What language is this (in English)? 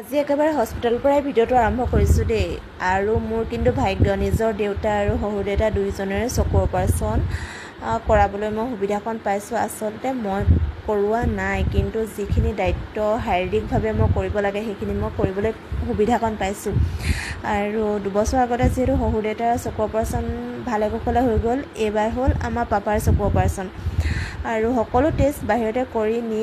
Assamese